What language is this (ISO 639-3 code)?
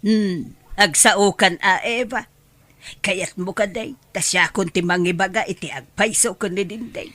ilo